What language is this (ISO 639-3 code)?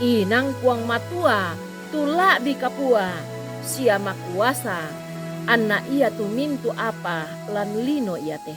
sda